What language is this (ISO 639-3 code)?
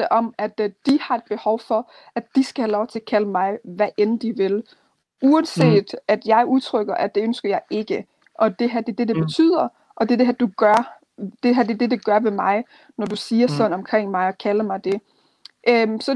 dan